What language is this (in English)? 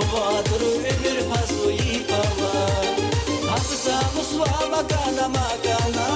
Tabassaran